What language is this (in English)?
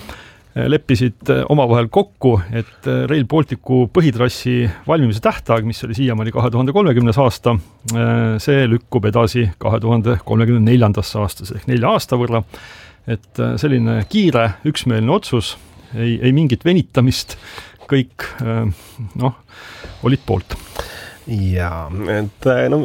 Estonian